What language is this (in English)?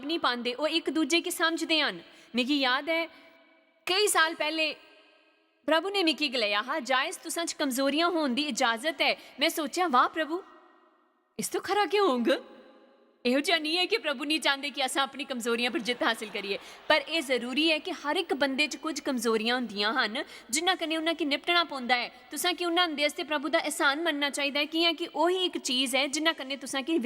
Dogri